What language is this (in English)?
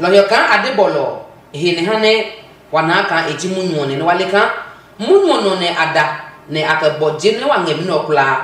Adangme